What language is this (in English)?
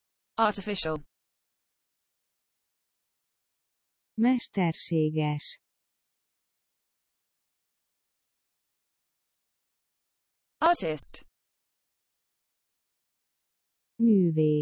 Hungarian